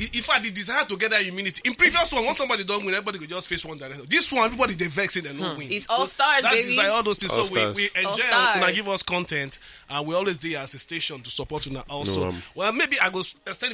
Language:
Nigerian Pidgin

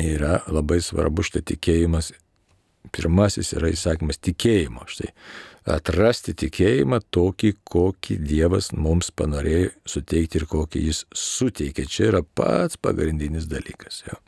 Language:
Lithuanian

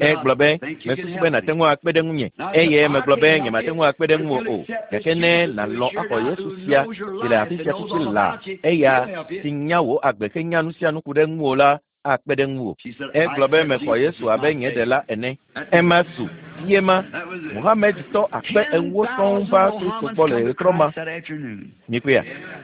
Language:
Ewe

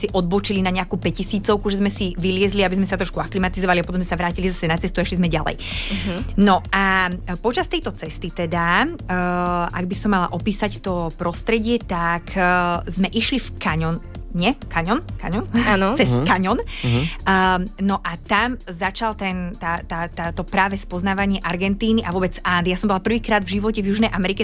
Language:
Slovak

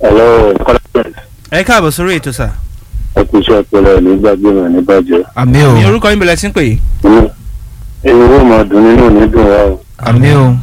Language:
Yoruba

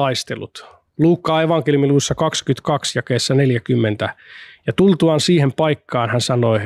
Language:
Finnish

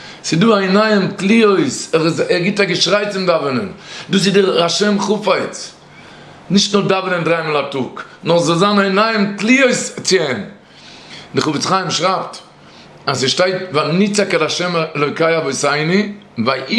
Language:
Yiddish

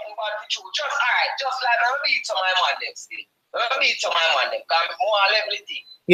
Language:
Jamaican Creole English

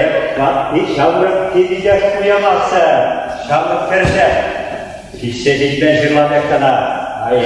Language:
Chuvash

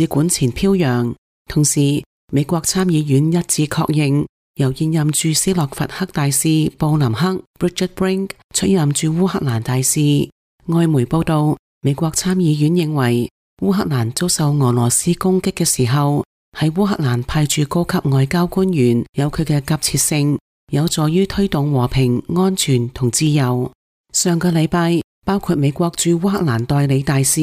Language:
Cantonese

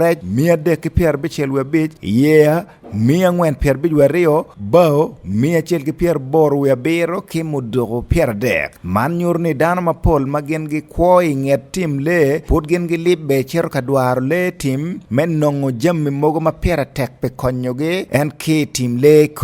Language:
Acoli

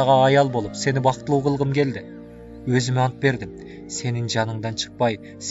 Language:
Kyrgyz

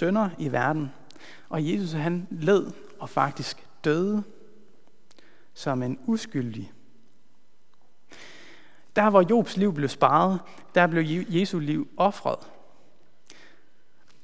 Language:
Danish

